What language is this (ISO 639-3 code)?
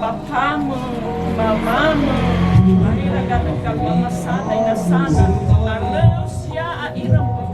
nia